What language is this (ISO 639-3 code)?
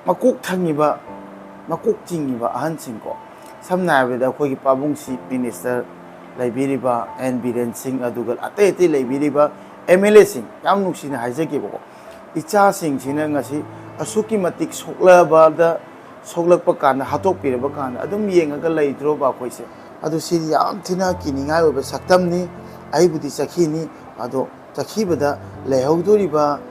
mni